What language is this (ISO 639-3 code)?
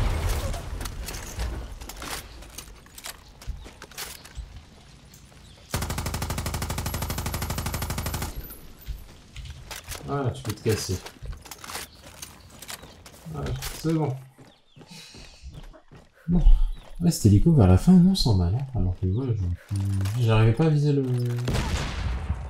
fra